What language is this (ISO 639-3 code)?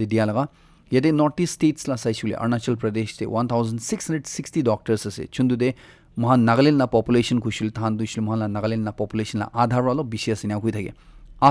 nag